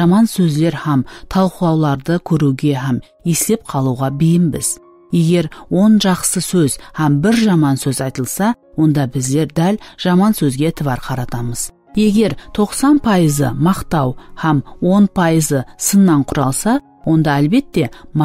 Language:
Kara-Kalpak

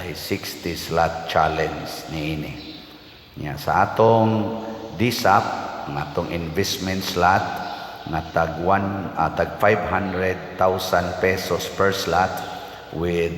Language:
Cebuano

